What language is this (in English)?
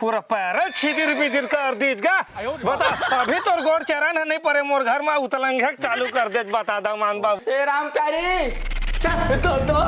Chhattisgarhi